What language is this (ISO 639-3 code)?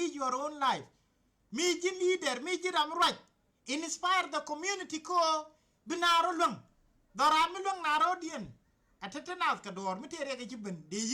nus